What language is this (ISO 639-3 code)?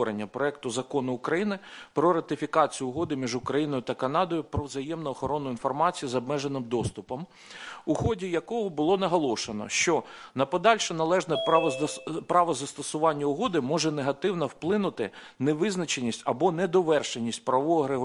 ukr